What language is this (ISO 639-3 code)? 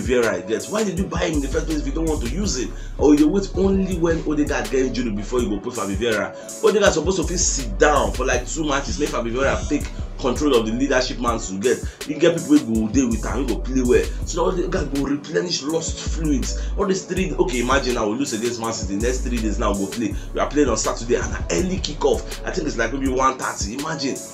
pcm